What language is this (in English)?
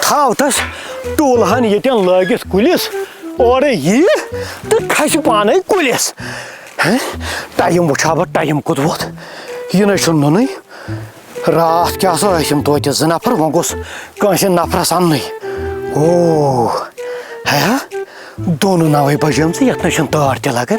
Kashmiri